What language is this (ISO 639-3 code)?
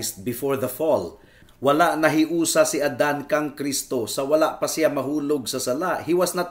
ceb